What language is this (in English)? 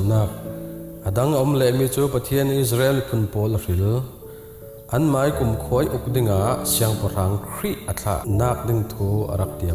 Falam Chin